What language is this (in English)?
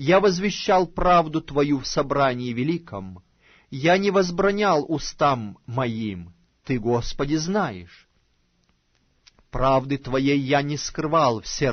Russian